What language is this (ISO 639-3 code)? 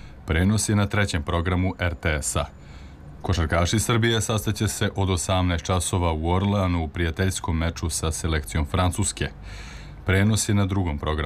srp